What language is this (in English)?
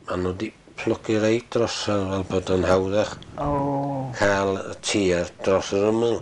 Welsh